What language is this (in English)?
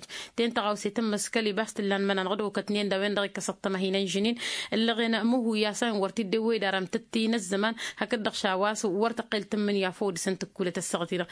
Tamasheq